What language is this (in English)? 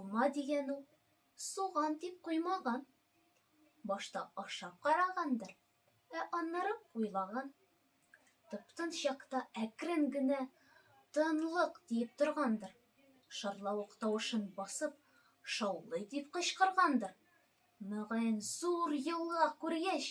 Tatar